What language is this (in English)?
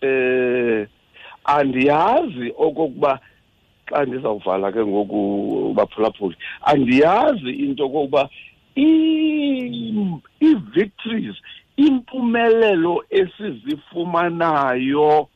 Xhosa